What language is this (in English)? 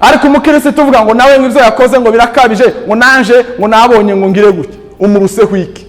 Kinyarwanda